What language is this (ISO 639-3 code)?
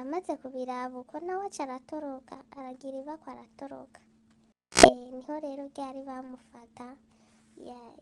run